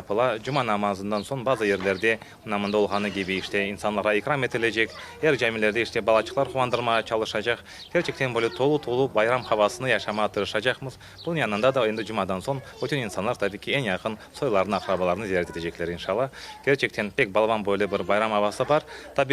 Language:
Crimean Tatar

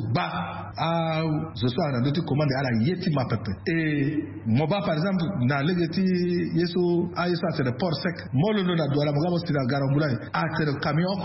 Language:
Sango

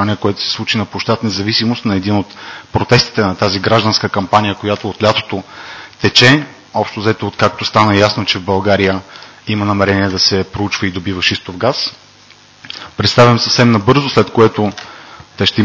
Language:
Bulgarian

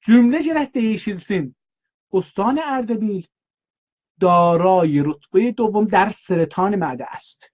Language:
South Azerbaijani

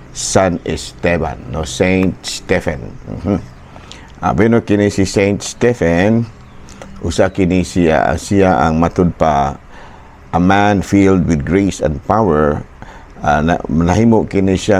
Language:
Cebuano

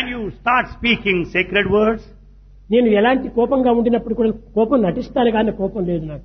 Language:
Telugu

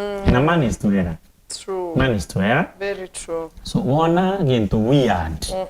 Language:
Meru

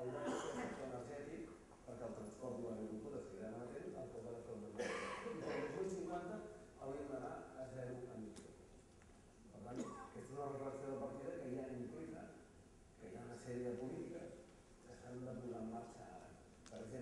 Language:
Catalan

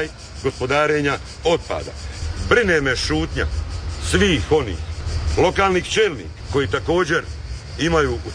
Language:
Croatian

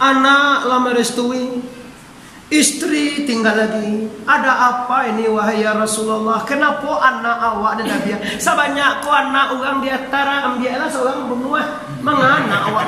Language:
Minangkabau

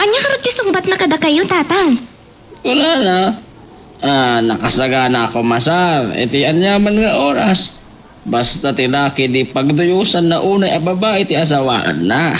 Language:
Iloko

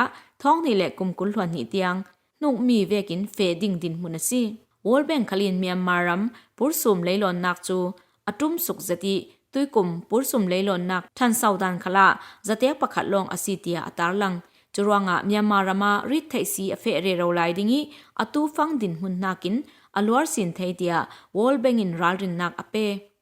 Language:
Falam Chin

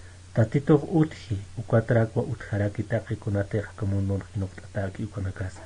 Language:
Aymara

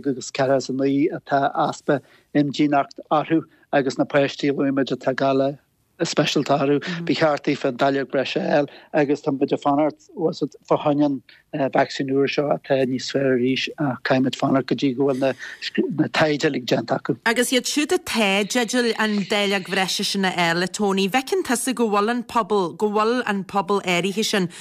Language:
Irish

